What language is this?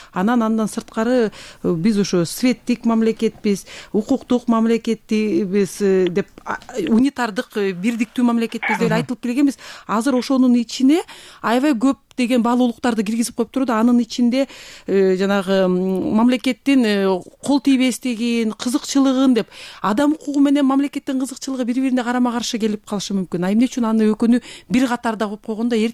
Kyrgyz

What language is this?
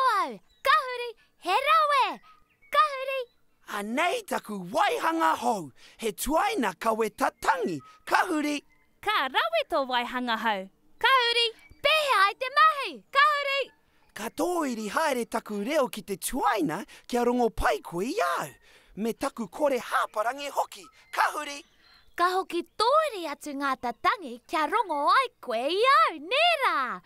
Māori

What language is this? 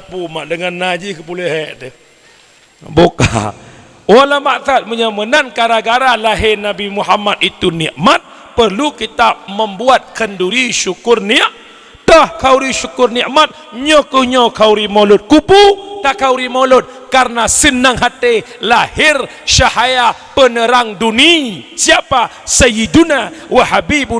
Achinese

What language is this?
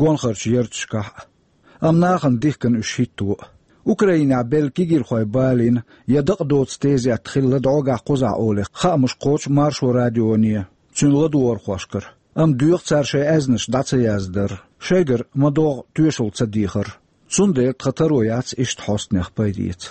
Chechen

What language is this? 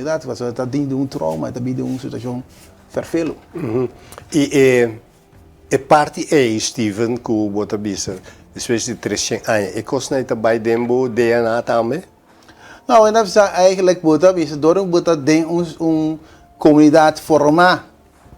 Papiamento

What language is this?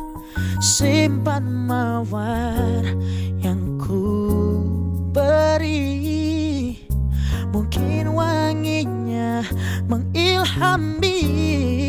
Indonesian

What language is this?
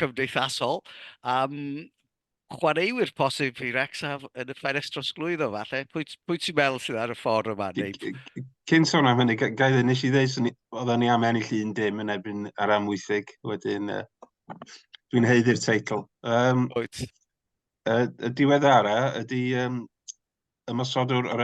Welsh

